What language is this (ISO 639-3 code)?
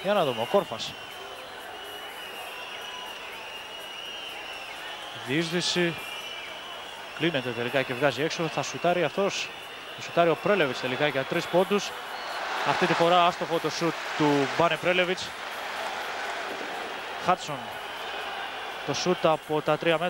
ell